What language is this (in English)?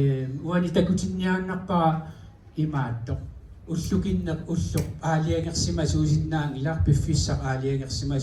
Kalaallisut